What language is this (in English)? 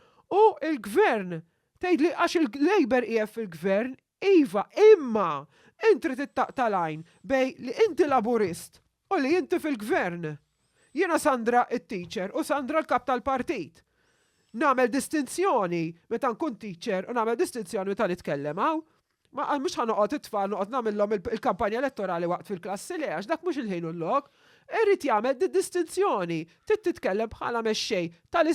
Maltese